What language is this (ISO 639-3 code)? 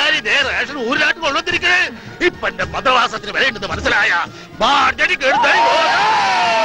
mal